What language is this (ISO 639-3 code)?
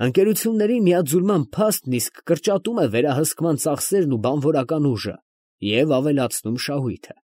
hye